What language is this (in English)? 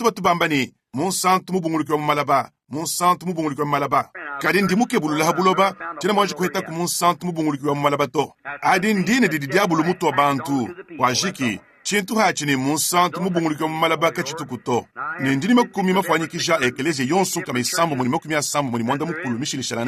Luba-Lulua